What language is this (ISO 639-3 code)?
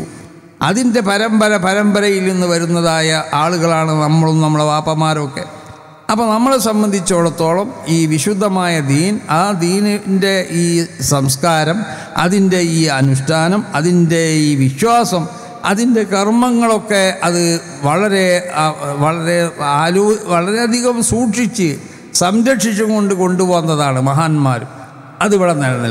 mal